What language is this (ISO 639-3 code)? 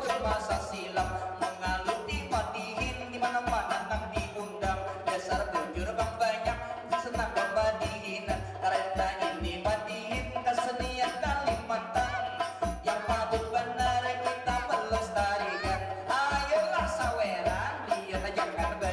bjn